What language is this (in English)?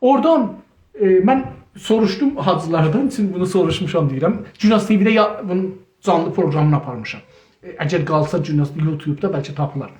South Azerbaijani